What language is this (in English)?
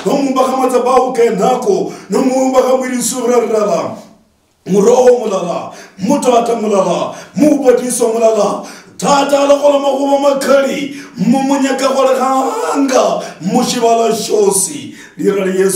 Luyia